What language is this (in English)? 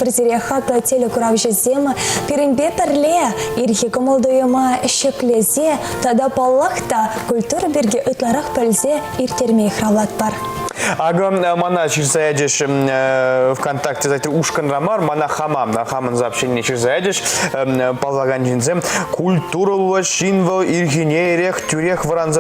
Chuvash